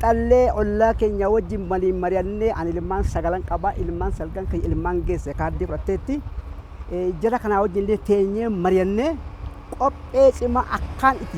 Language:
Oromo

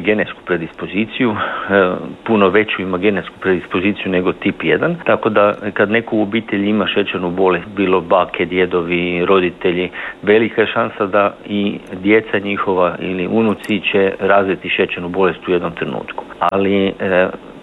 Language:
Croatian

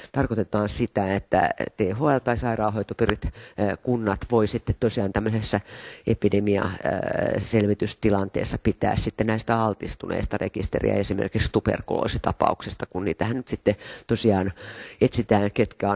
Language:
Finnish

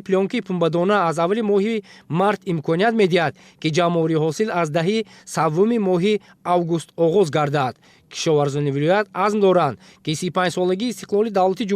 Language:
Tajik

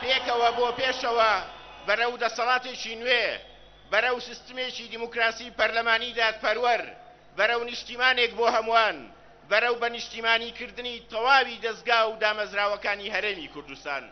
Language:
Central Kurdish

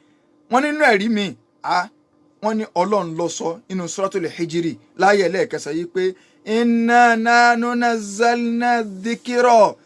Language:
Yoruba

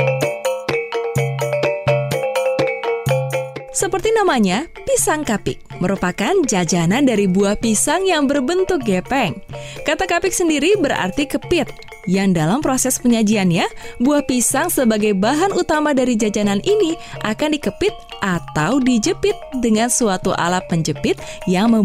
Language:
Indonesian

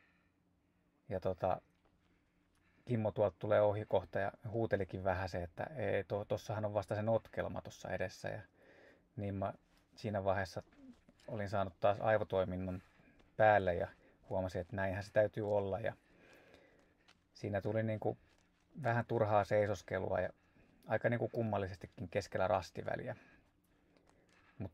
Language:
Finnish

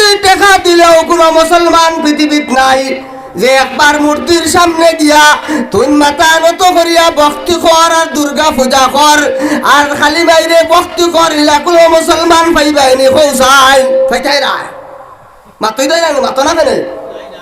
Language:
Sylheti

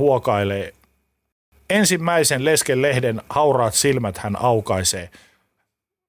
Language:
Finnish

